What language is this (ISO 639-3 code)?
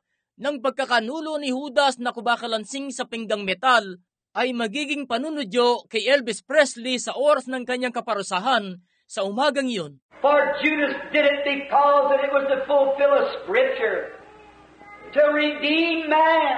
fil